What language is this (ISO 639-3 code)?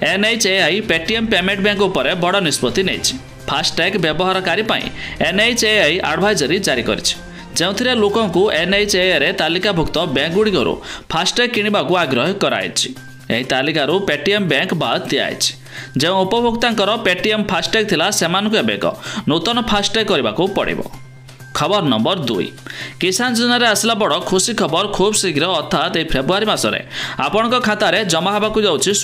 ori